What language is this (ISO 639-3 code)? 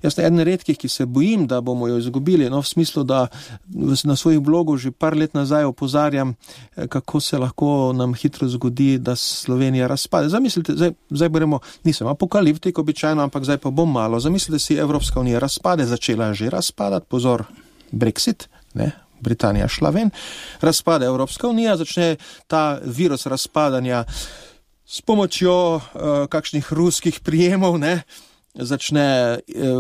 slv